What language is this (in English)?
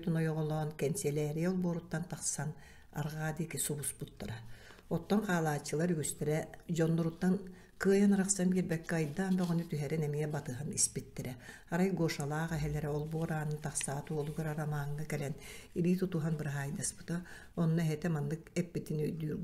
Yakut